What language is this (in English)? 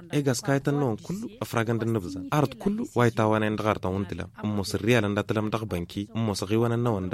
Tamasheq